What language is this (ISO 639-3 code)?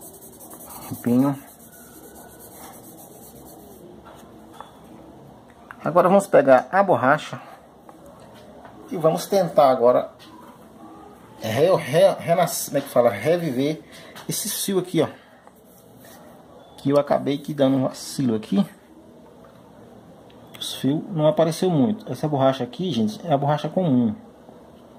por